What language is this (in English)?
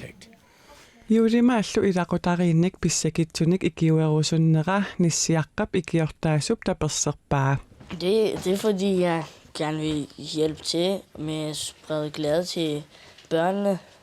Kalaallisut